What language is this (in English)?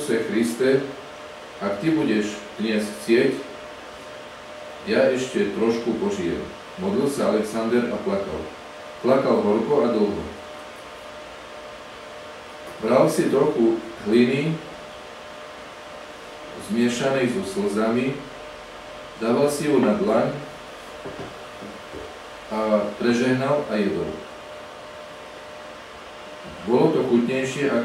Slovak